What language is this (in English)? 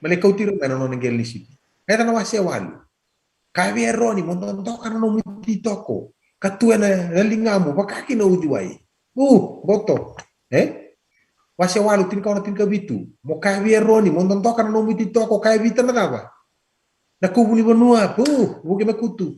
Fijian